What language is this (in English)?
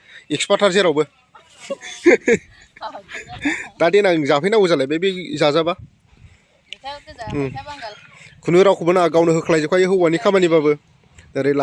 Bodo